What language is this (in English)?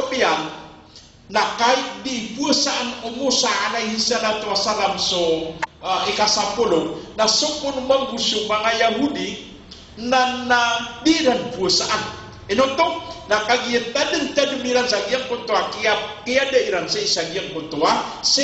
Maranao